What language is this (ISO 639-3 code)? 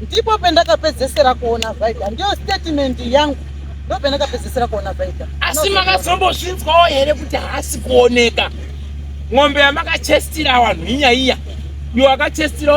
sna